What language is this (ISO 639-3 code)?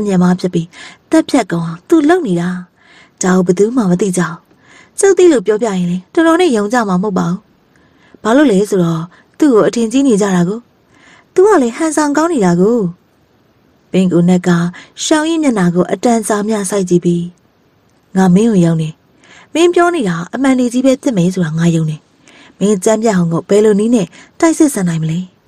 mya